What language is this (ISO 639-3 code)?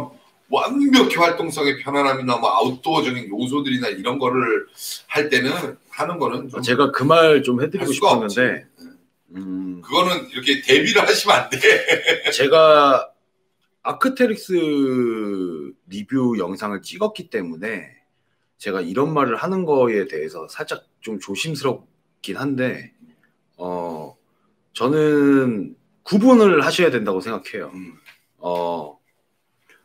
kor